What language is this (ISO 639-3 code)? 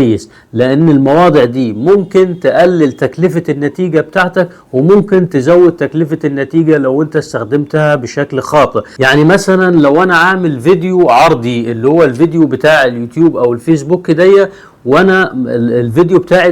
arz